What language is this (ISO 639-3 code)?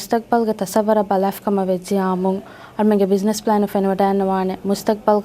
div